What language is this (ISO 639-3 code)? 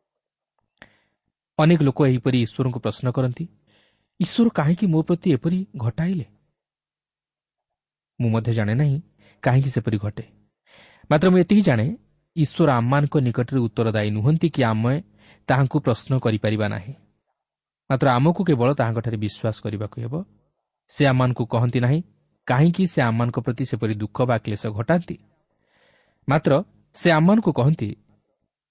ori